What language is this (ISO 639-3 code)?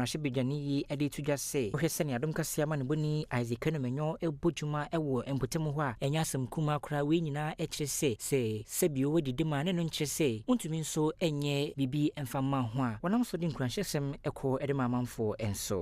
aka